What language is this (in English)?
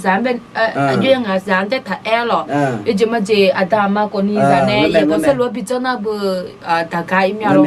Akha